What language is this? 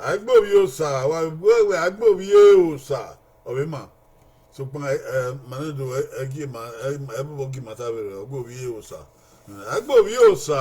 Bini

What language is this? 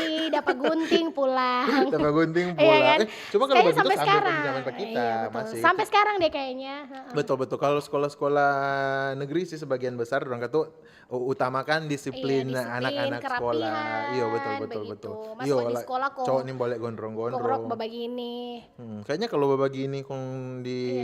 Manado Malay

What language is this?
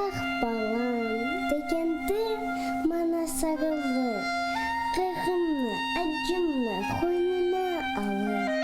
Crimean Tatar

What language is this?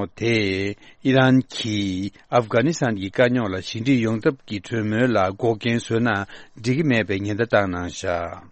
Tibetan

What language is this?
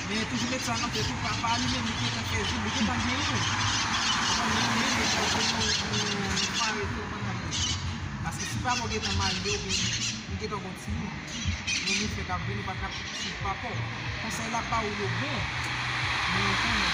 Haitian Creole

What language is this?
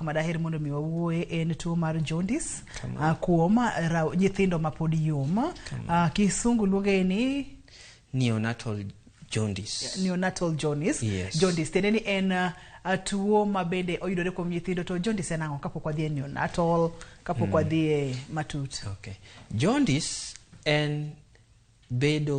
Luo (Kenya and Tanzania)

